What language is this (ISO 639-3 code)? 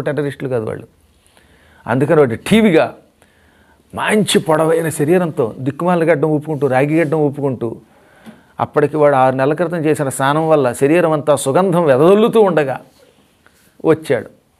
tel